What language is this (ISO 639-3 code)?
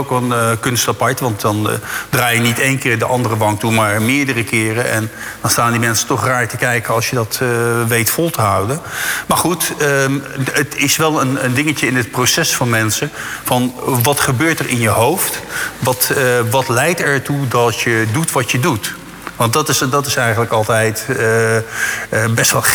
nld